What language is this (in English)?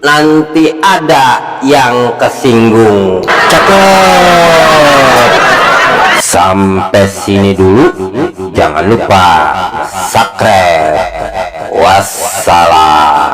Betawi